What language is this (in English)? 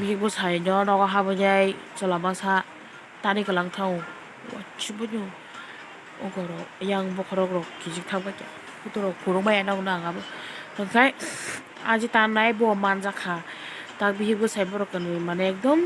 Kok Borok